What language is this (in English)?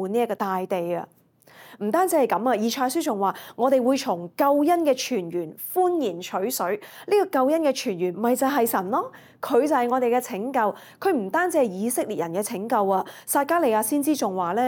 Cantonese